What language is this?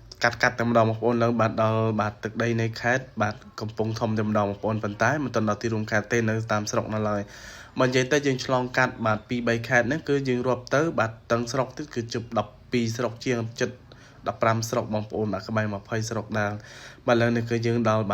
Khmer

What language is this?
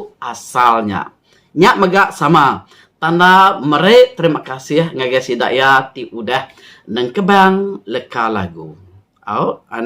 Iban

